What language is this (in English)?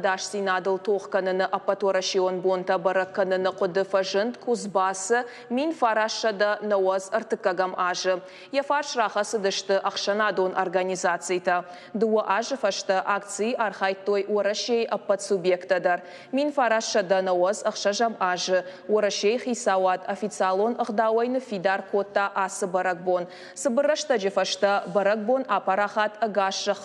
Ossetic